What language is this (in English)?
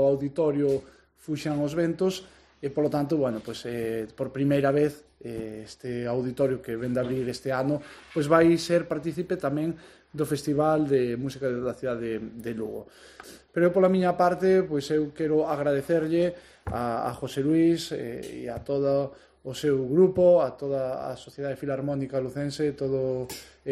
Galician